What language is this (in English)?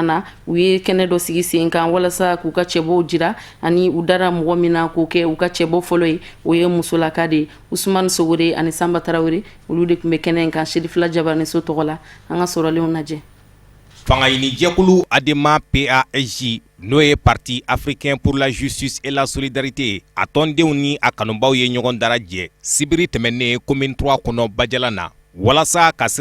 Bambara